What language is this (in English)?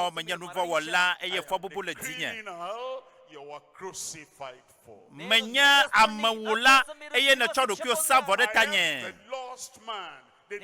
Ewe